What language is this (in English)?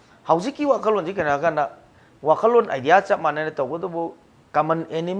Manipuri